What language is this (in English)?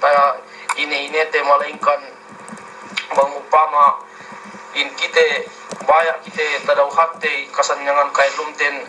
Yakan